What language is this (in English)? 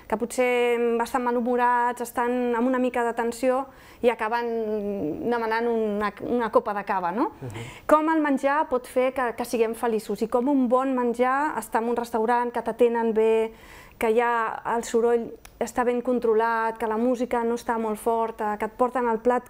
Catalan